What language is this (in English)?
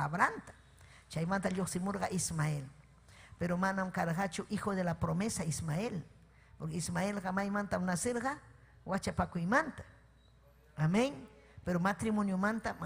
Ayacucho Quechua